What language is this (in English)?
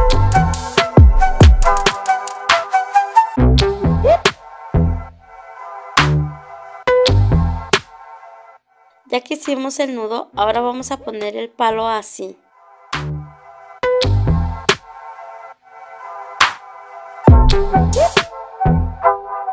Spanish